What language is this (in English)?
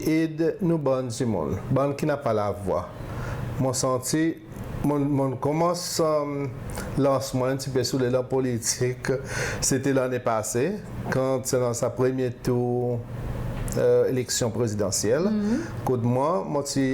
Seselwa Creole French